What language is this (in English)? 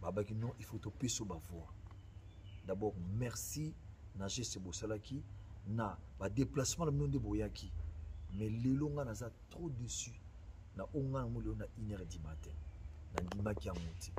Lingala